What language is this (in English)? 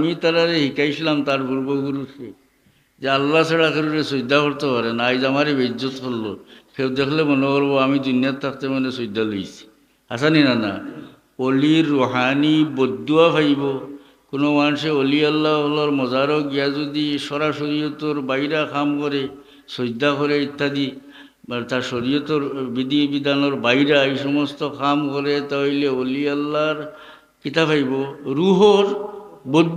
Sylheti